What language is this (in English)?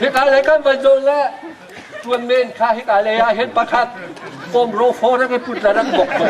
Hakha Chin